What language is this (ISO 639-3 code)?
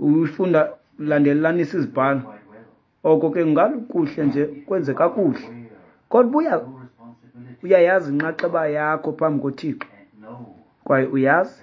xho